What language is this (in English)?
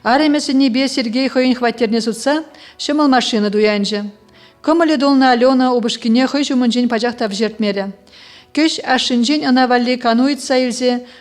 Chuvash